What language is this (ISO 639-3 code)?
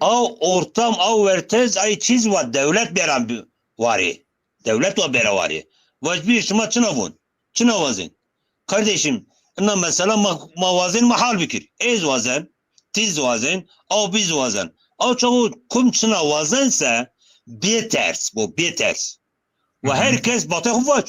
zza